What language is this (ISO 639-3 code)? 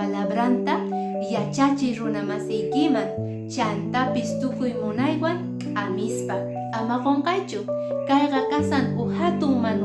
que